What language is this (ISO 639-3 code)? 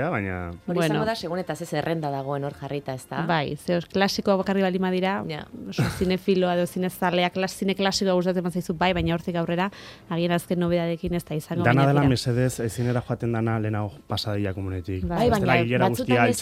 eus